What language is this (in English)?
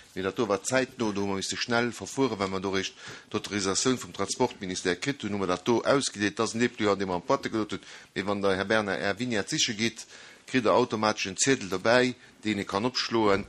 Luxembourgish